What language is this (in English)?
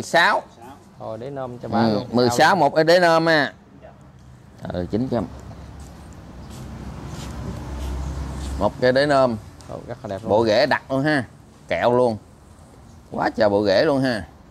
Vietnamese